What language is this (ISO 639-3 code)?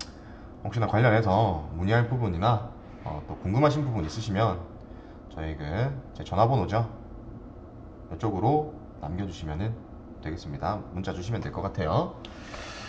kor